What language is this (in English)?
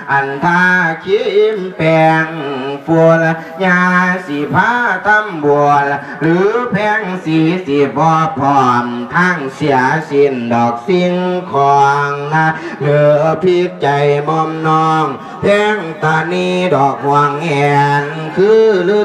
Lao